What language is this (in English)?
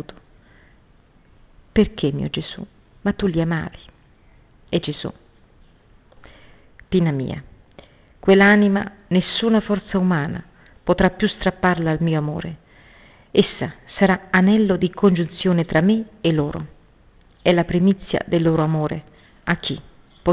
Italian